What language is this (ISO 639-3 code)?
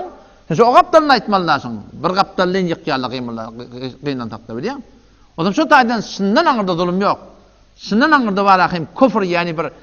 tuk